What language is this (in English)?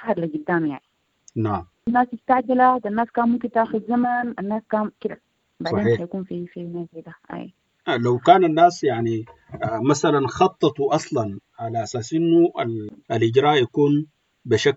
Sudanese Arabic